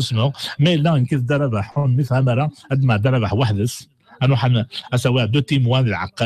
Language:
Kabyle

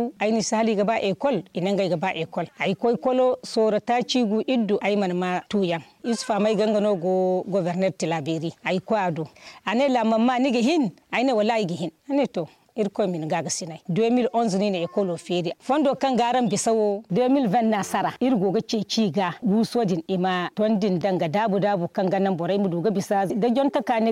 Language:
Zarma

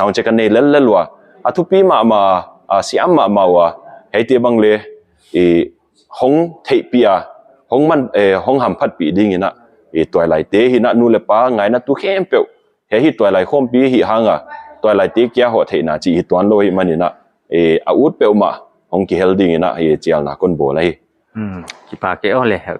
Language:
Paite Chin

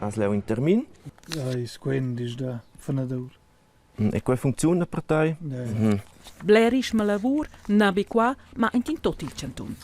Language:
Romansh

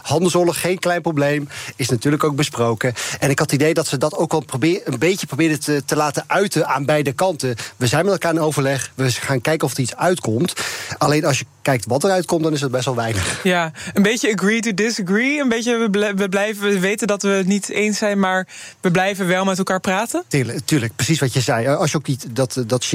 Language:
Dutch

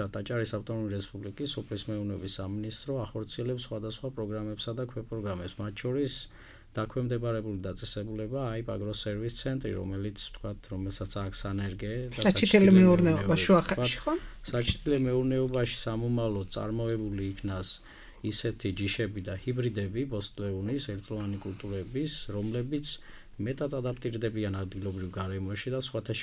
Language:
Georgian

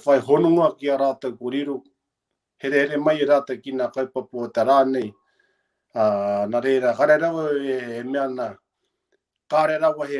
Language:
Māori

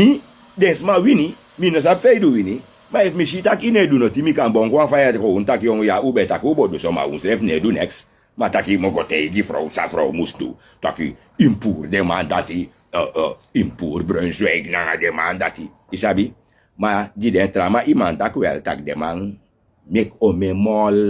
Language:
Sranan Tongo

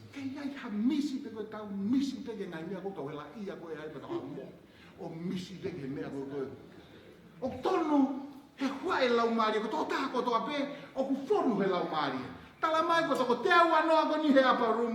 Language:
Tongan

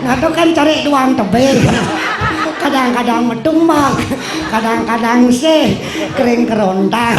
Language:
Balinese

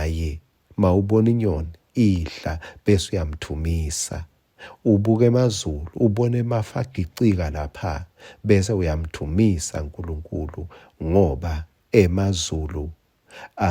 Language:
Swati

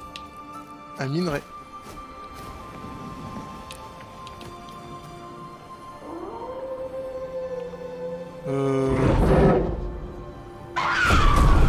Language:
French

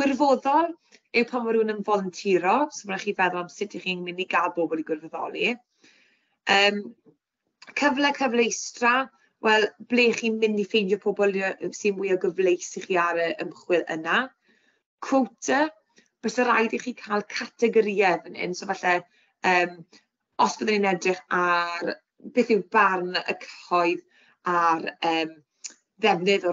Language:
Welsh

